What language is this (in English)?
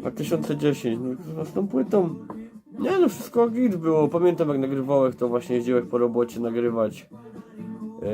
Silesian